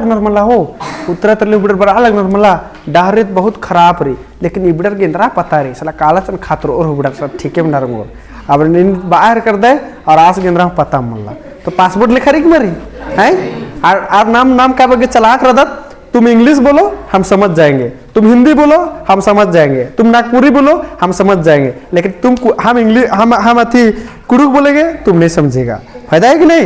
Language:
Kurukh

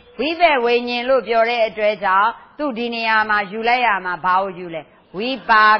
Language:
Burmese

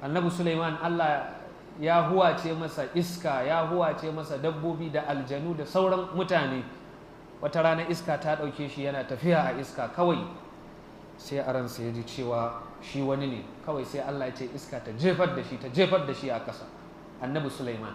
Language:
Hausa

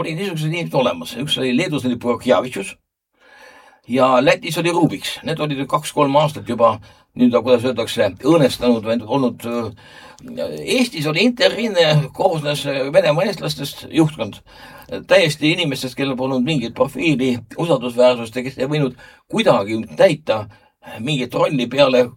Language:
Estonian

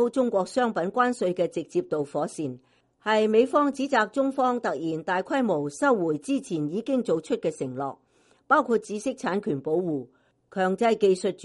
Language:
Cantonese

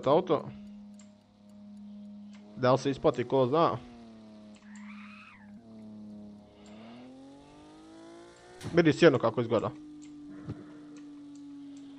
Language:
Croatian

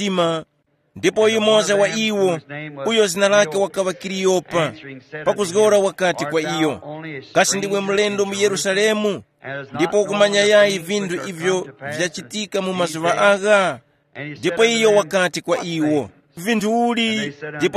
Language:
Tumbuka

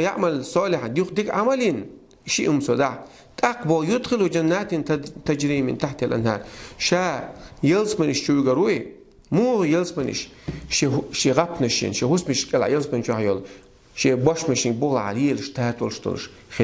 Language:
Chechen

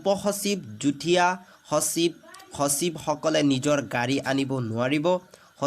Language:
Assamese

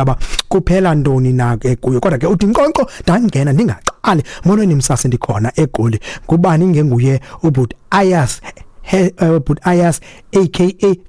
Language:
Xhosa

